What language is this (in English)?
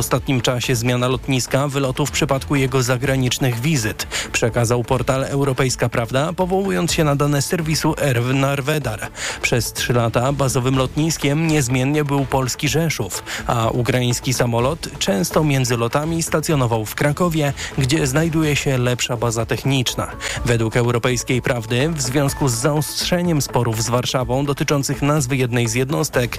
Polish